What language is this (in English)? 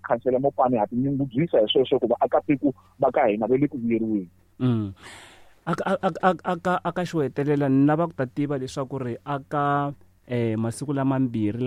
Tsonga